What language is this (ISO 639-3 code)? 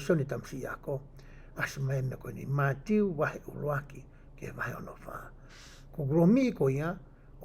ton